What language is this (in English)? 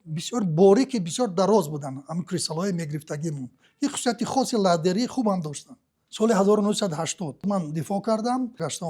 Tajik